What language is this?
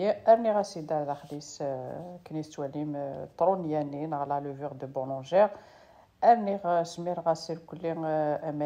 Kabyle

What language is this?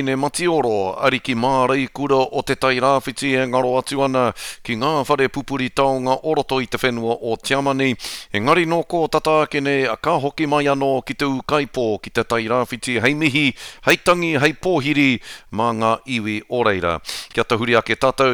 Māori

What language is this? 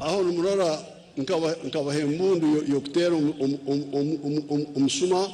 Nyankole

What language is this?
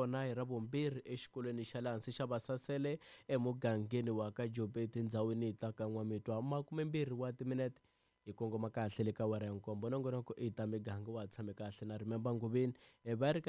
Tsonga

